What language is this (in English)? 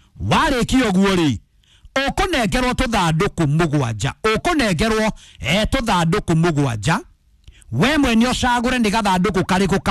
Kikuyu